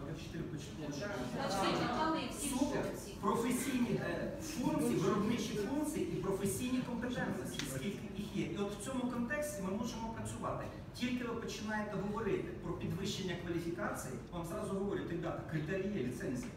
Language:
Ukrainian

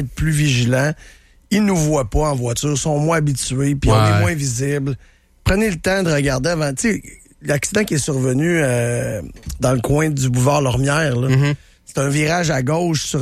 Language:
French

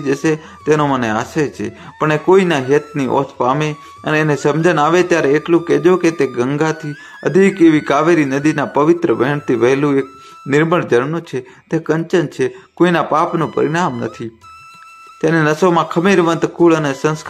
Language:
Gujarati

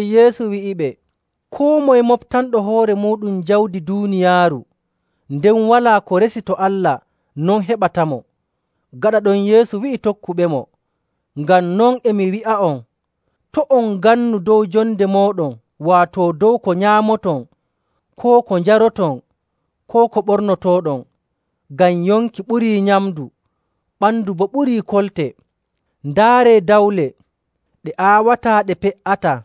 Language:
Nigerian Fulfulde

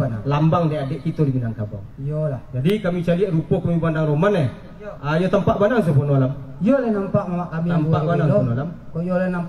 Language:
Minangkabau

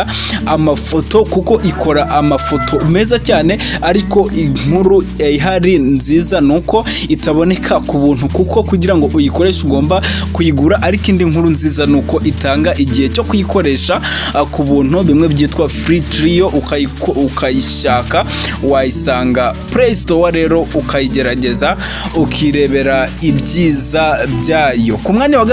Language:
Kinyarwanda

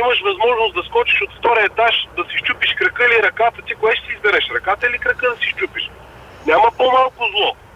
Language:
Bulgarian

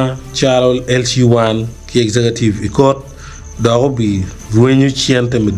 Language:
Acoli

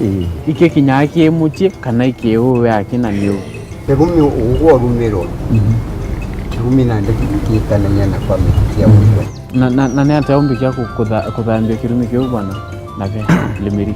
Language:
Meru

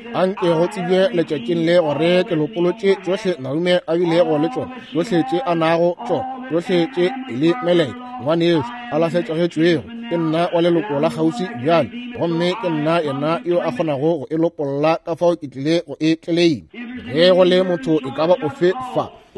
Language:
Northern Sotho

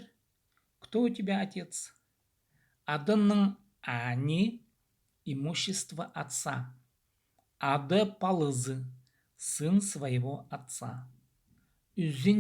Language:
Khakas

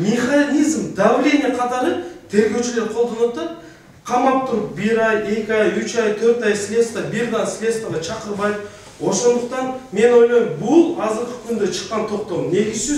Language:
Kyrgyz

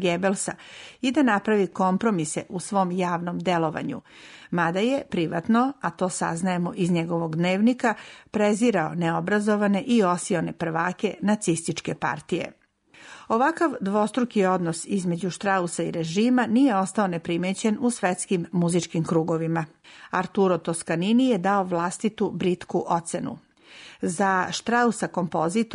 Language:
Serbian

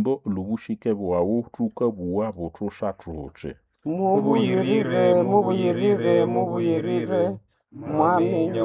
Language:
Nande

